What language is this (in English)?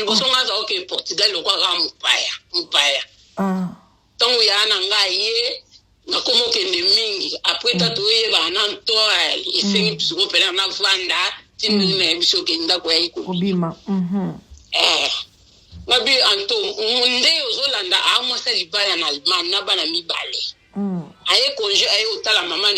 Lingala